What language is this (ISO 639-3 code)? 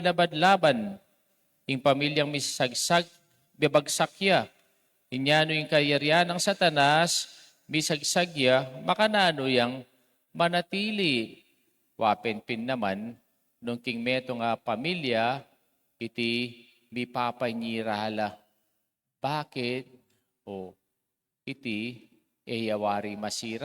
pam